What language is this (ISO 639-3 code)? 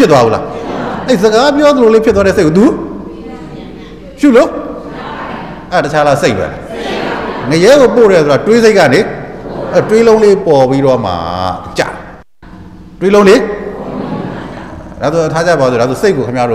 mya